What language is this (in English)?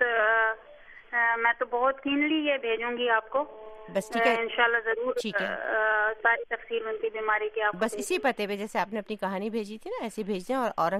Urdu